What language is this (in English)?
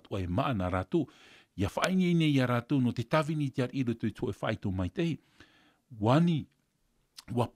Tahitian